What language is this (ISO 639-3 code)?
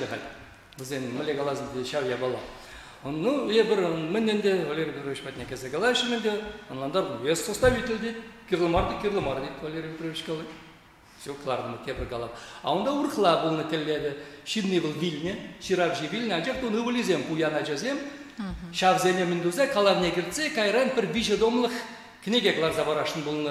chv